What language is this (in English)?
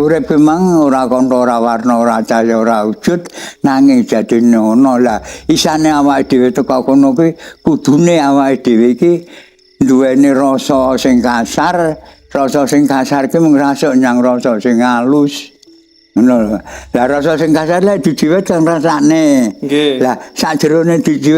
Javanese